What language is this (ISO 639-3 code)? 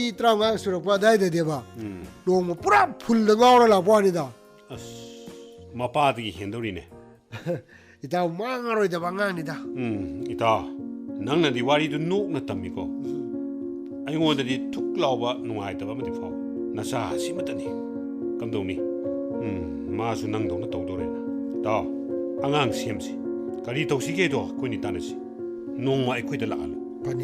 mni